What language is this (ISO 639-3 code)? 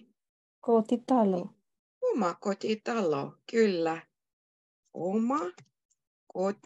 fin